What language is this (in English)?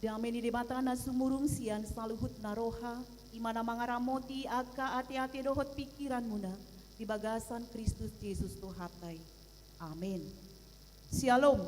Batak Toba